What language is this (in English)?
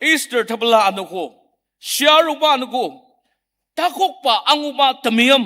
Ao Naga